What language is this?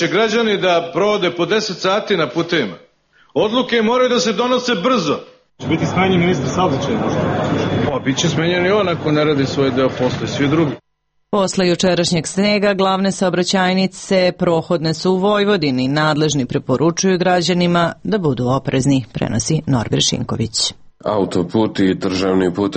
Serbian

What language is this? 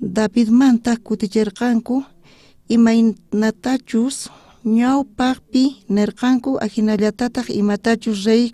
South Bolivian Quechua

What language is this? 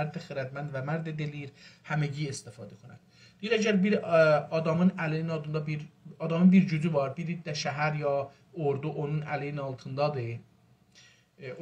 South Azerbaijani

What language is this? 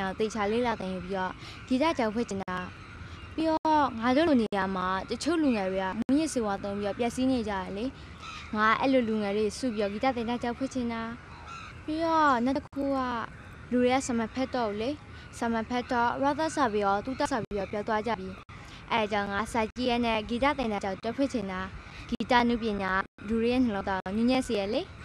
Burmese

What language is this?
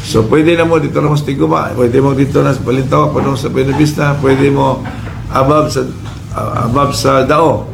Cebuano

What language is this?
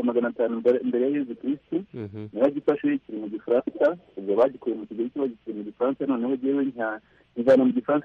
Kinyarwanda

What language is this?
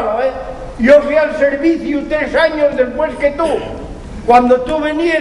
Asturian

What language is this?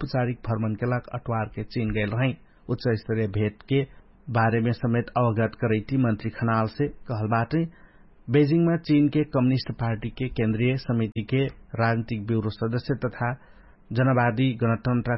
Dangaura Tharu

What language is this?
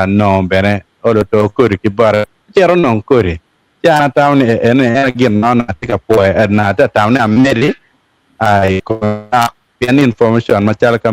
Acoli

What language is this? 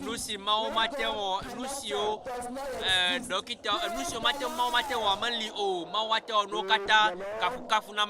Ewe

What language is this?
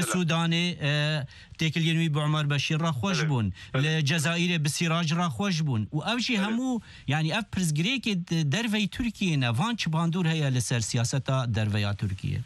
Kurdish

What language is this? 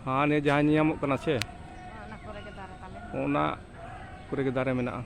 Santali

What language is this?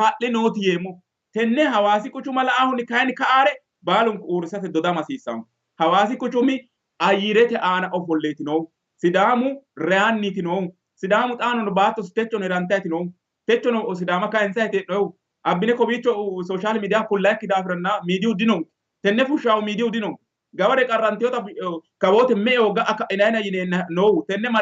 Sidamo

